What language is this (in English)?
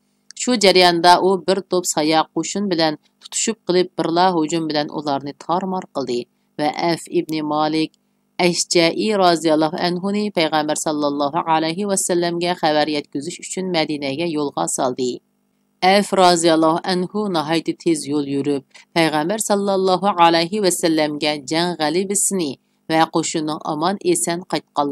Uyghur